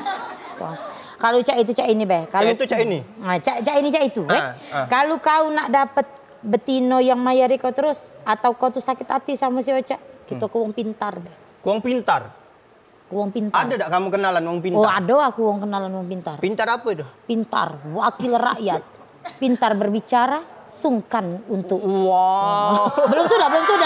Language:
Musi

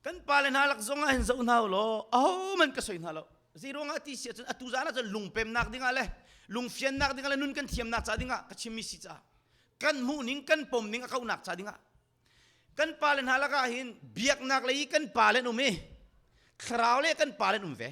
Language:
Hakha Chin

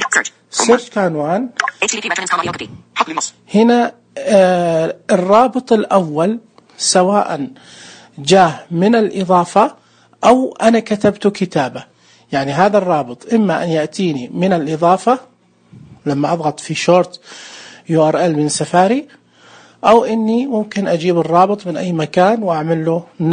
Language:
Najdi Arabic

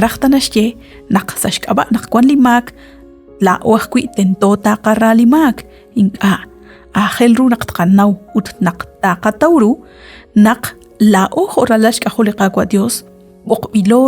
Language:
Kekchí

